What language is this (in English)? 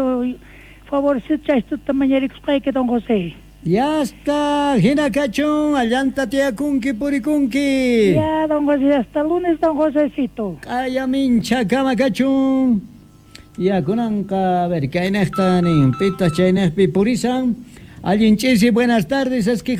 South Bolivian Quechua